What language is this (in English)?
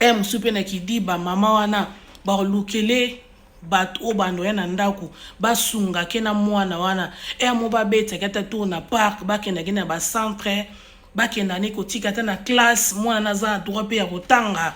Lingala